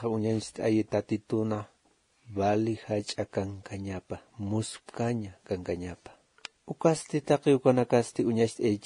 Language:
Aymara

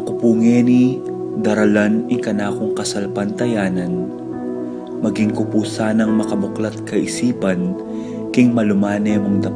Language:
Pampanga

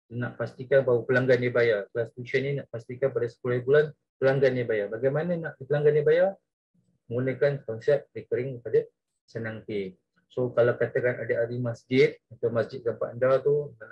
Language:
Malay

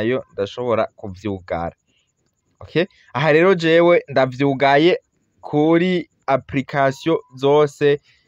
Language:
Rundi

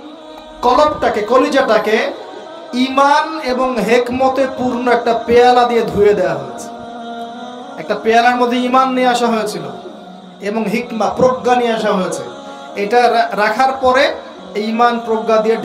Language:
Bangla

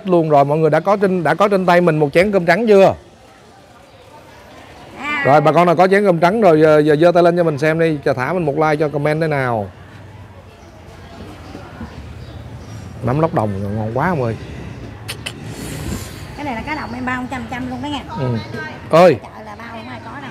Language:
Vietnamese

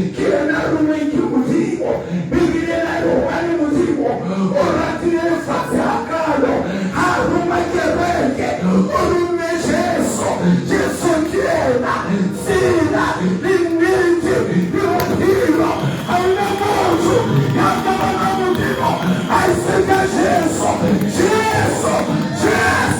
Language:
Southern Sotho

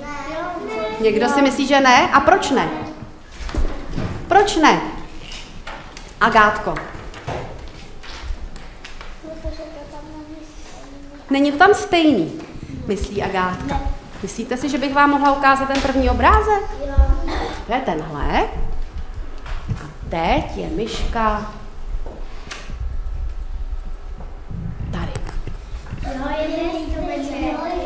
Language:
Czech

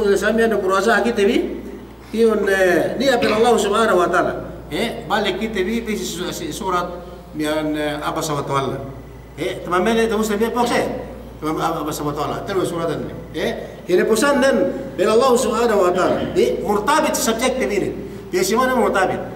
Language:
Yakan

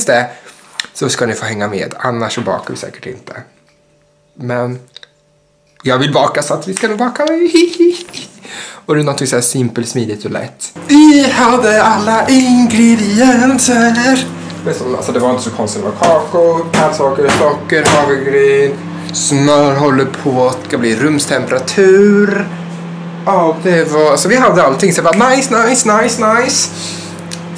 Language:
Swedish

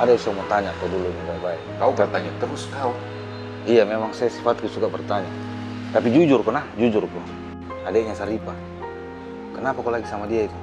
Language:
Makassar Malay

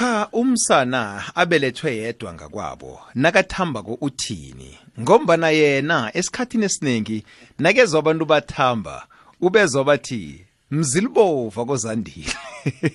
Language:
South Ndebele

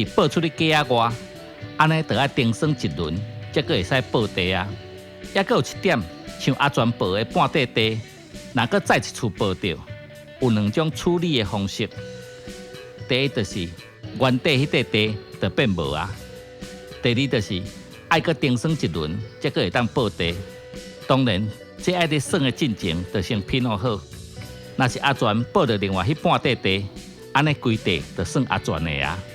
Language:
Min Nan Chinese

